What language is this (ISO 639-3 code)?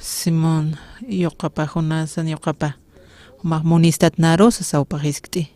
aym